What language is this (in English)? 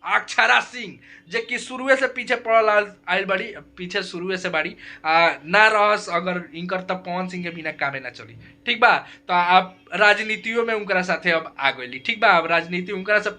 Bhojpuri